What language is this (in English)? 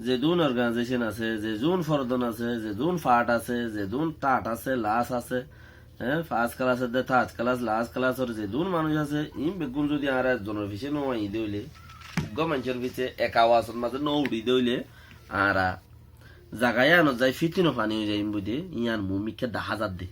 Rohingya